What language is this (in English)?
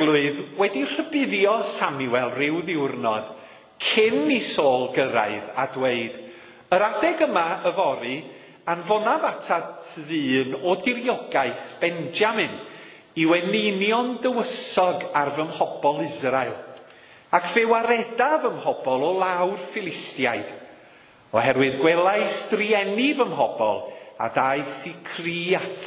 Welsh